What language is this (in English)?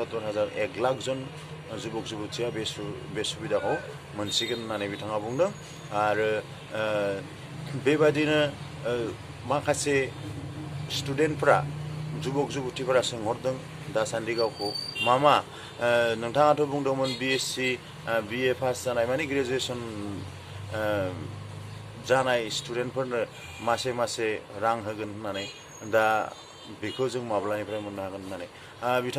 Bodo